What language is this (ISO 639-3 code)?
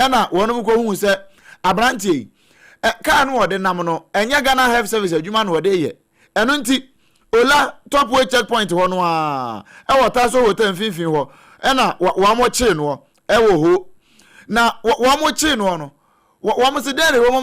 aka